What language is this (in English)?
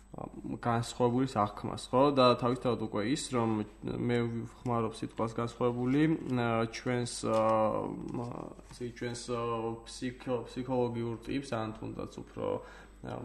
Georgian